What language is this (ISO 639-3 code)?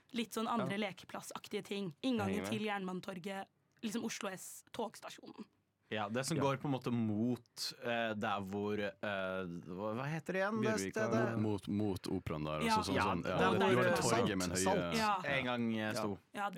nor